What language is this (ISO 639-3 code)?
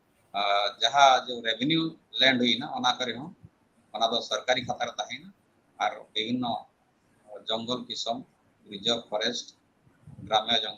sat